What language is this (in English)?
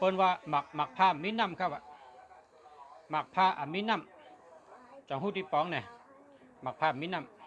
Shan